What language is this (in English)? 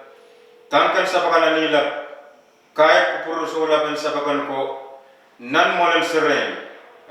Pohnpeian